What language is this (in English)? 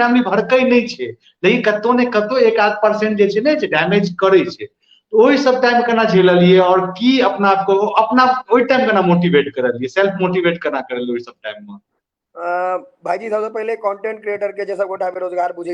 Maithili